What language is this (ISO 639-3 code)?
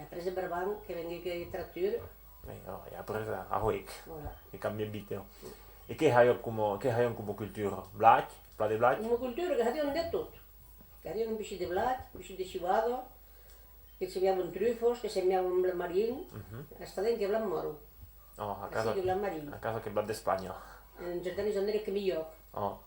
oci